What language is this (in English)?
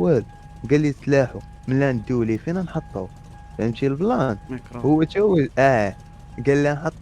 Moroccan Arabic